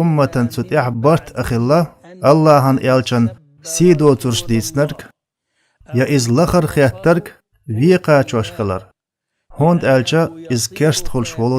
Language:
Chechen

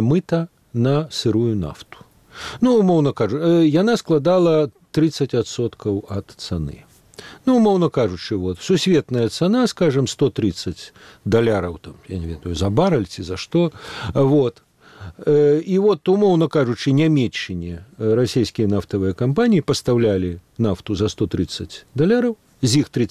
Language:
Belarusian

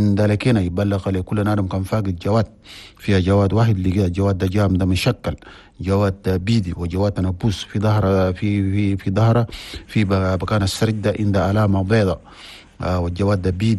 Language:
Chadian Arabic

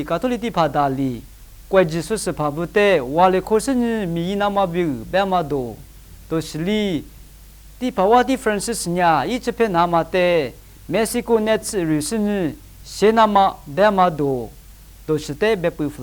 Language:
Lisu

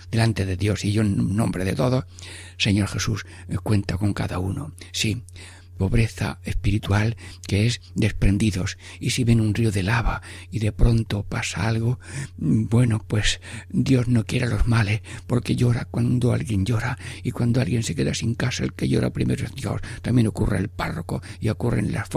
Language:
Spanish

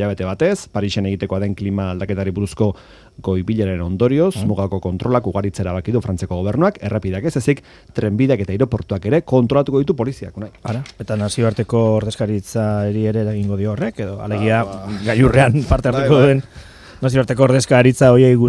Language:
Basque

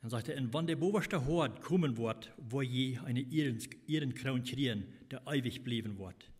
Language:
Plautdietsch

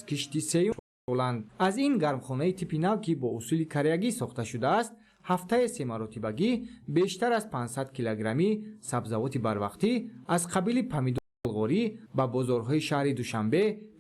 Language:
Tajik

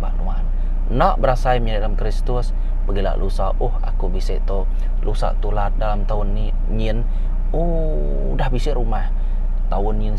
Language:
Iban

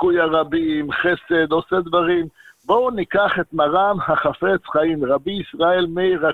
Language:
Hebrew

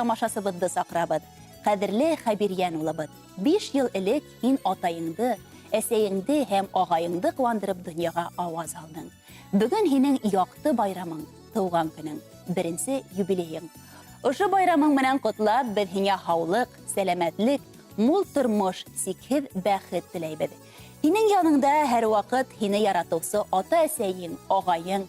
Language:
Bashkir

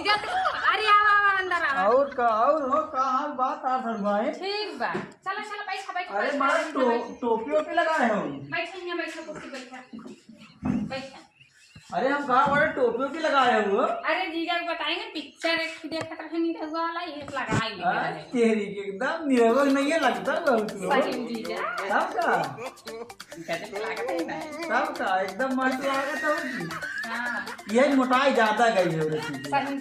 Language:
Awadhi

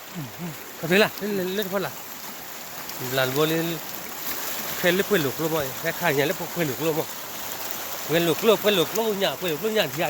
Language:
S'gaw Karen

